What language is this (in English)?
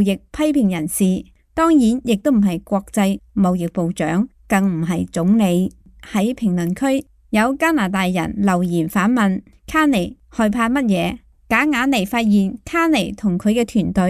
Cantonese